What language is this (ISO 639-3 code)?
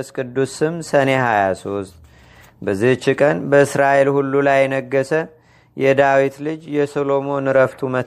amh